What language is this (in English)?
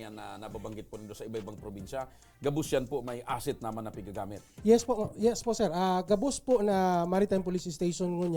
Bikol